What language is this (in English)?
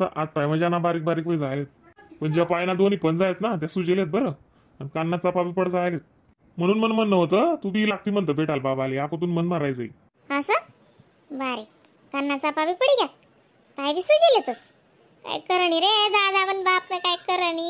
Khandesi